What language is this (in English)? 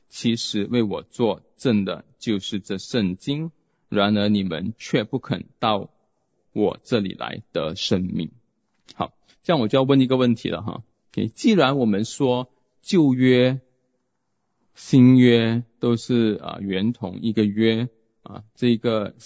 Chinese